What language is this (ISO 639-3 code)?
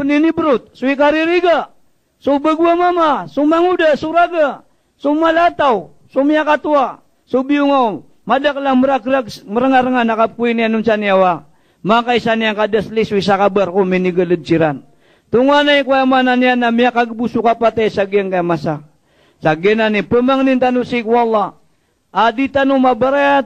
mrw